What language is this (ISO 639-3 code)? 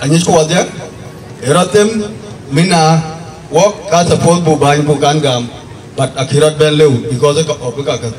din